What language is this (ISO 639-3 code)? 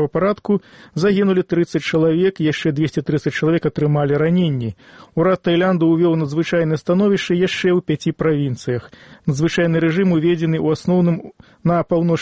bel